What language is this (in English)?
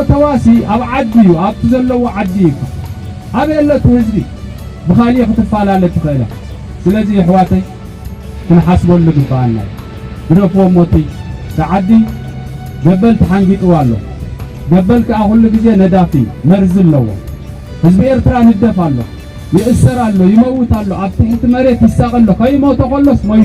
Tigrinya